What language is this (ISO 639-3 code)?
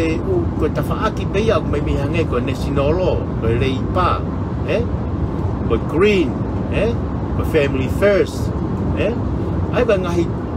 ton